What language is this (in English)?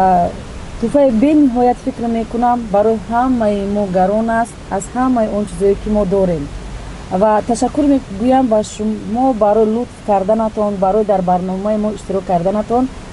Tajik